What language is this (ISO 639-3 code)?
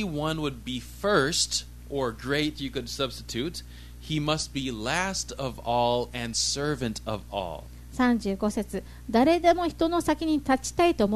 jpn